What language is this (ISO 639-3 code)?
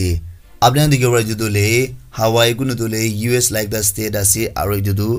nag